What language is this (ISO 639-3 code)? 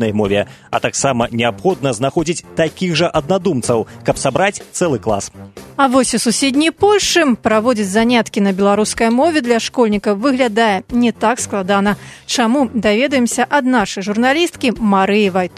bel